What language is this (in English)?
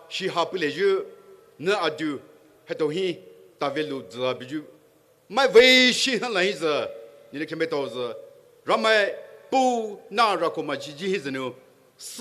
Poumei Naga